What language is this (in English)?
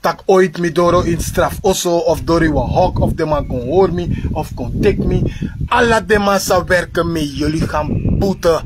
Sranan Tongo